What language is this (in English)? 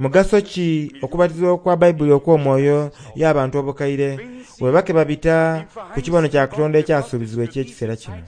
Soga